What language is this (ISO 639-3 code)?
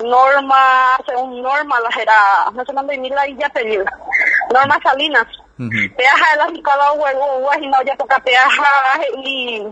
grn